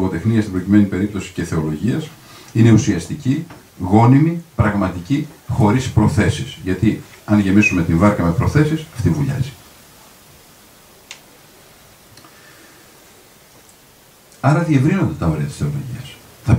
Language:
Greek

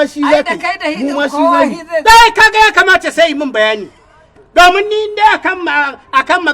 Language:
Hausa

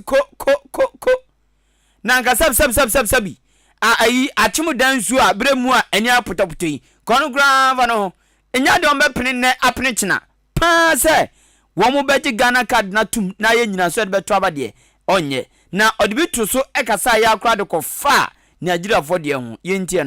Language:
Akan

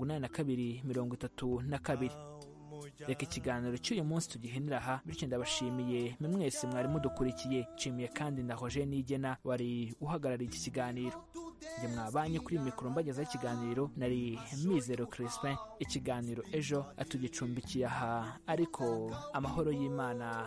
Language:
Kinyarwanda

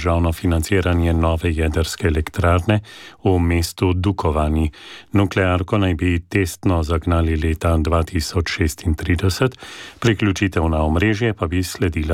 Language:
Slovenian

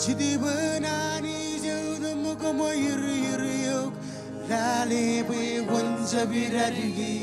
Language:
Marshallese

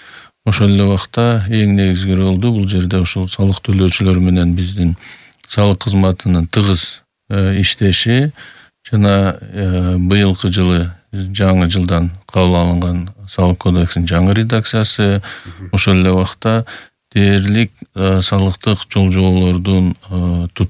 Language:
Kyrgyz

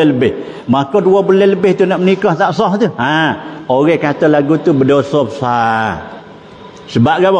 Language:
Malay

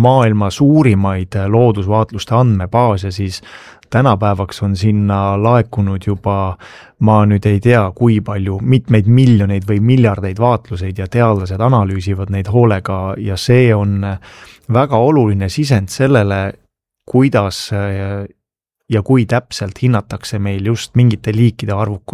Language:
Estonian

